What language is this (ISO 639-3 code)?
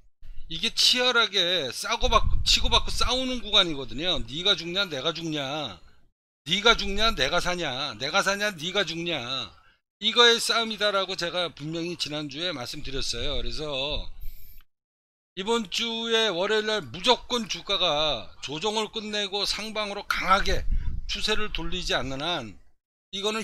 kor